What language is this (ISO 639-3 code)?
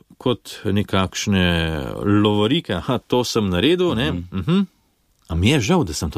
slv